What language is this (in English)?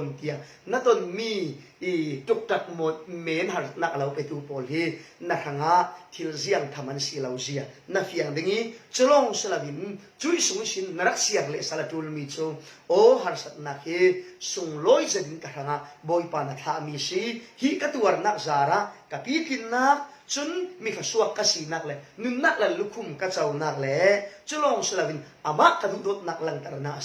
Falam Chin